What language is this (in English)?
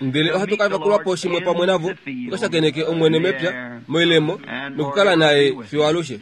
Kuanyama